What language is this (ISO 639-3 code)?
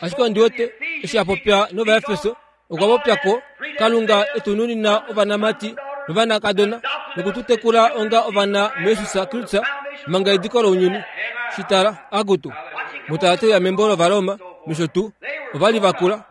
kua